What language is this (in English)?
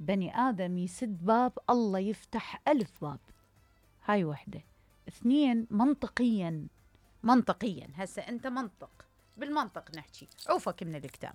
Mesopotamian Arabic